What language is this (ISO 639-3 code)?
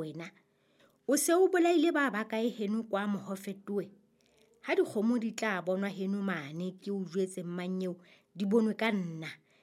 sot